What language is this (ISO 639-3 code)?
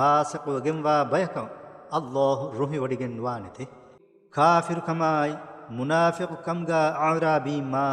div